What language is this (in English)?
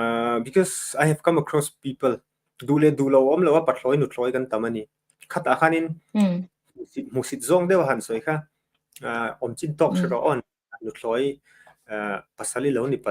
Mizo